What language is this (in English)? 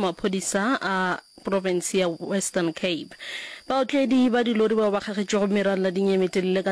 Northern Sotho